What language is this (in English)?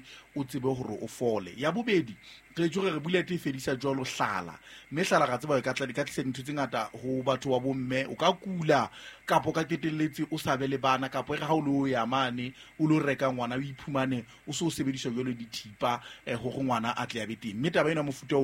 Southern Sotho